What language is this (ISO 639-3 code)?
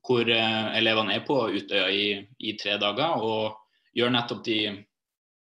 nor